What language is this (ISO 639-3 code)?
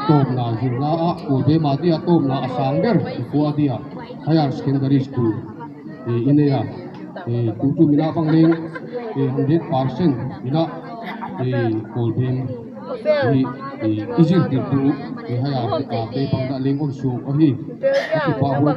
ctd